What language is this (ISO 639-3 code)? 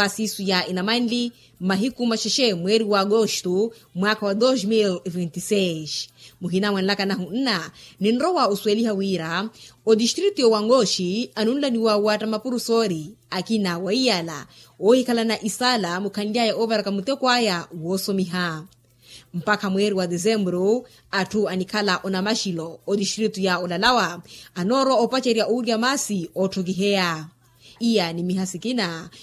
vmw